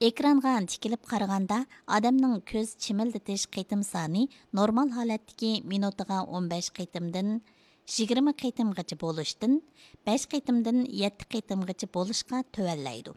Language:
Uyghur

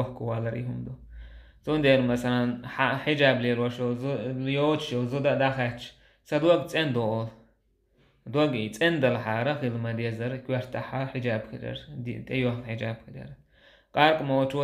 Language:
Chechen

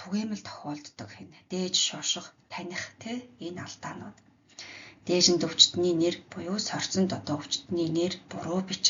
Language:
Mongolian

